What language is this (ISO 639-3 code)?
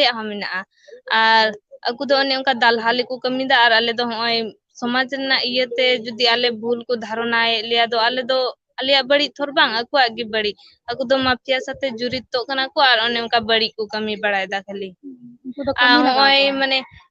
sat